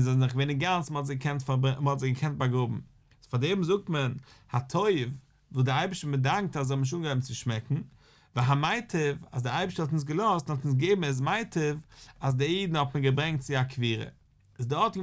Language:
Yiddish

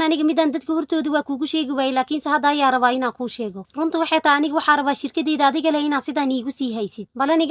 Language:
Somali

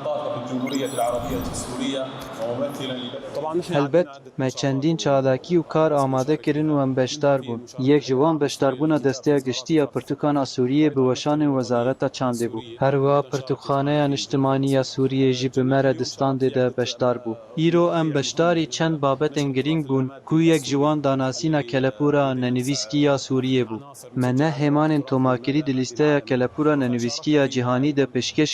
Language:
Kurdish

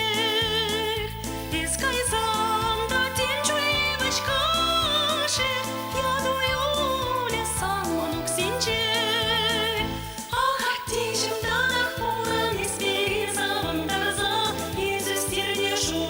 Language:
Chuvash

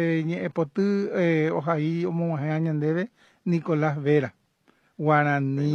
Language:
Guarani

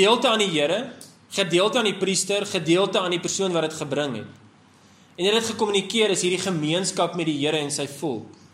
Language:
Afrikaans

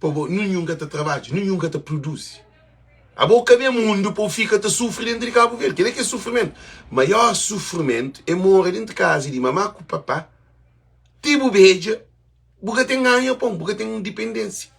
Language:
Kabuverdianu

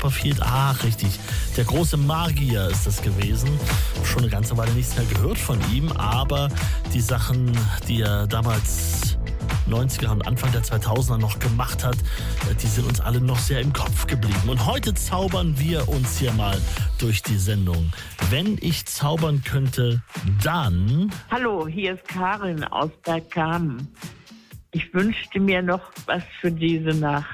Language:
German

